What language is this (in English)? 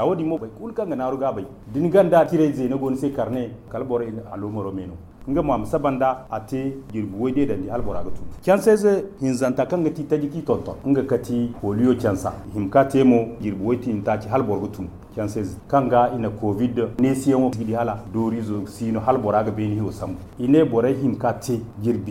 Zarma